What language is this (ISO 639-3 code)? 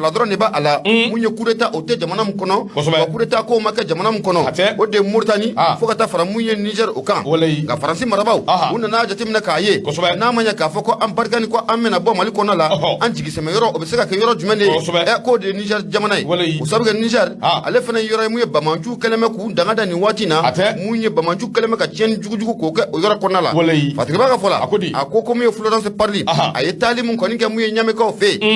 bam